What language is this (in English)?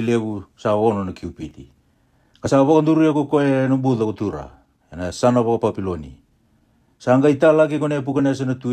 Fijian